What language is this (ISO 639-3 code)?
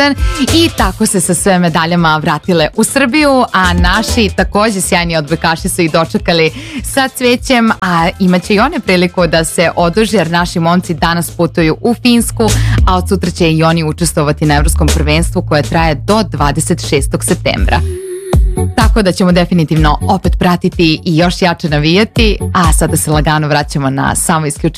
srp